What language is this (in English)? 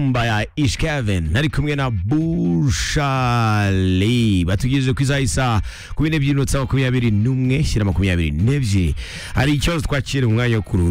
Kinyarwanda